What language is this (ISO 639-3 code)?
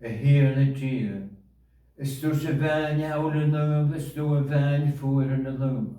gla